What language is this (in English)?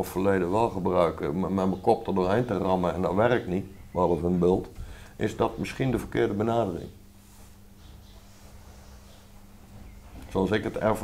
Dutch